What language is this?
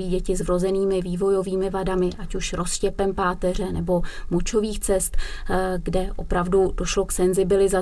Czech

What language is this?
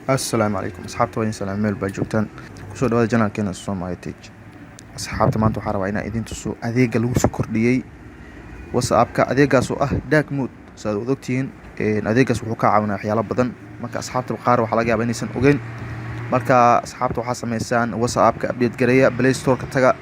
Somali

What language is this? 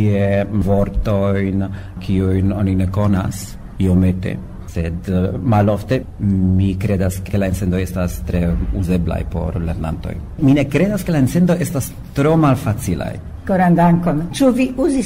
Esperanto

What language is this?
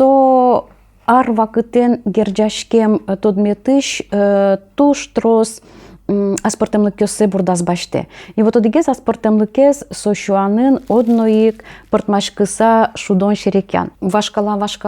Udmurt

